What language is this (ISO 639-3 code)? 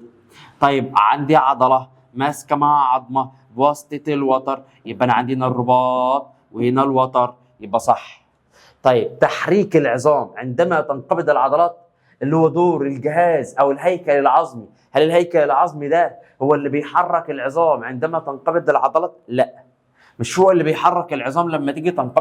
arz